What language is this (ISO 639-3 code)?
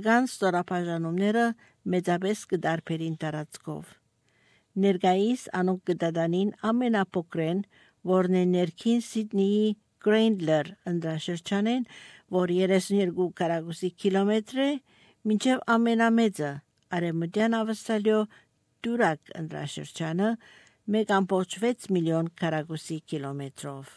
hye